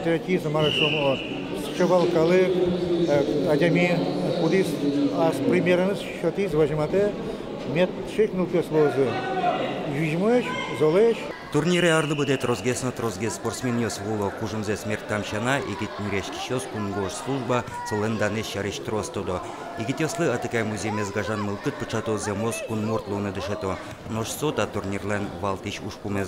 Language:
Udmurt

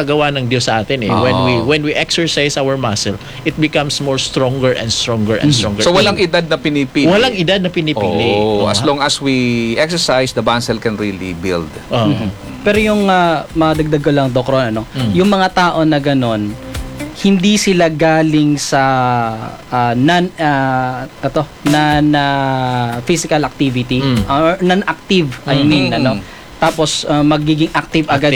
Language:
Filipino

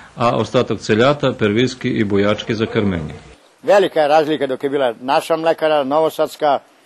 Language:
Rusyn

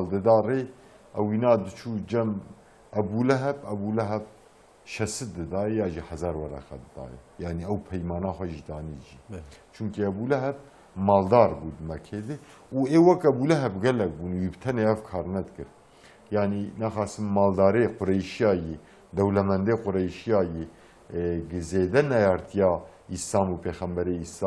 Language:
Kurdish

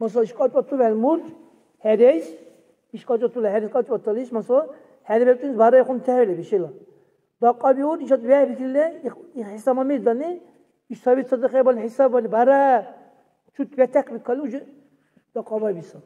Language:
Dargwa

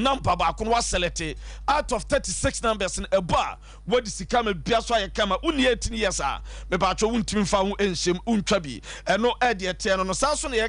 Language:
Akan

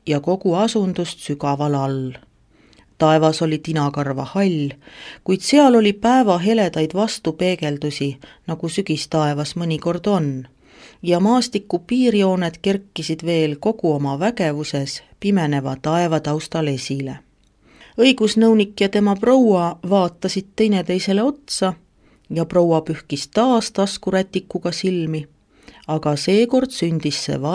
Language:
Estonian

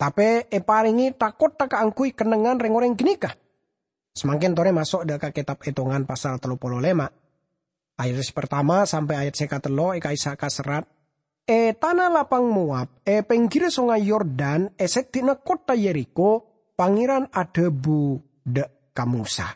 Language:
Madurese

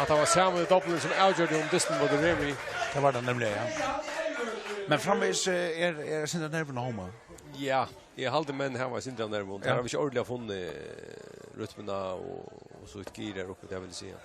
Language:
Faroese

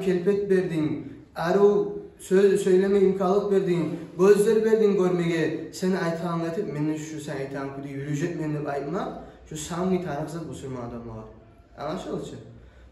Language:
Kumyk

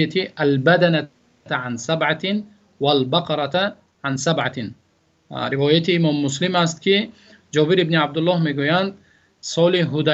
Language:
Tajik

